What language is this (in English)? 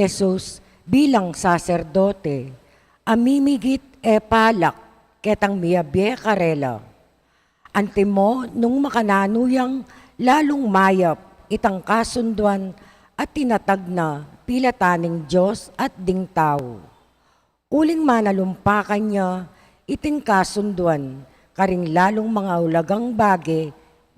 Pampanga